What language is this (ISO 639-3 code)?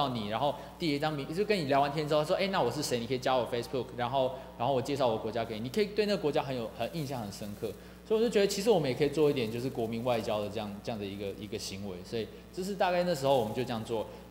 zho